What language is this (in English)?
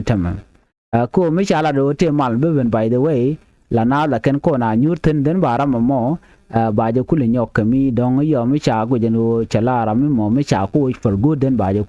Nuer